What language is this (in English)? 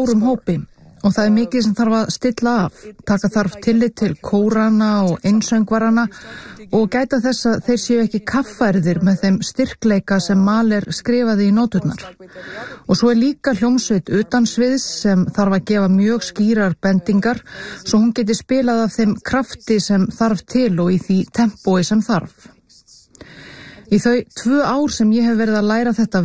Icelandic